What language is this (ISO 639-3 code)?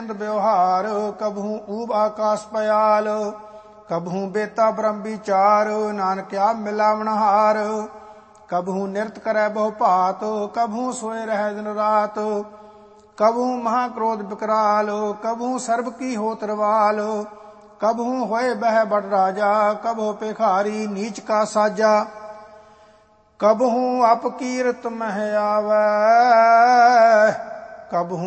pan